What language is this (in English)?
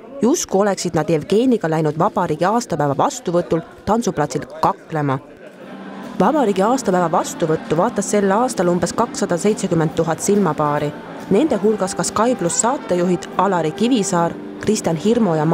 Estonian